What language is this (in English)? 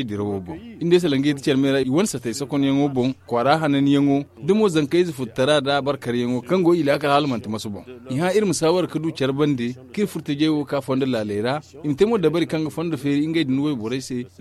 Zarma